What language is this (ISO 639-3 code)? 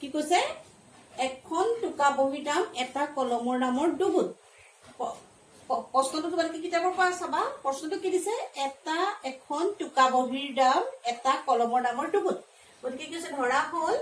asm